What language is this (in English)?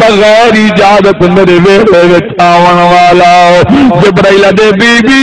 Saraiki